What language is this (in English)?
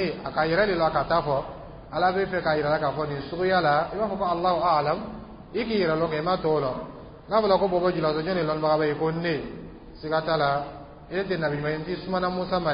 Dyula